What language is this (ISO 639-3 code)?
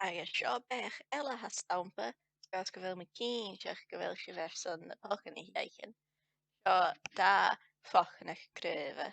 gla